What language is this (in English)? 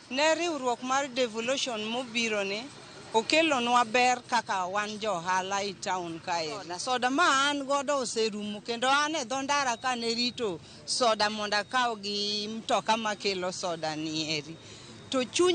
Luo (Kenya and Tanzania)